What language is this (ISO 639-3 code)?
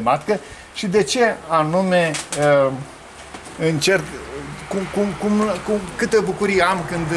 ron